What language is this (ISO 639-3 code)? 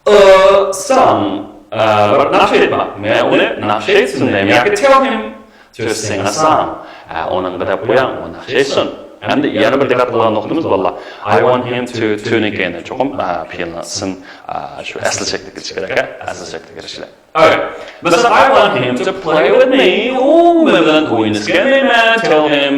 uig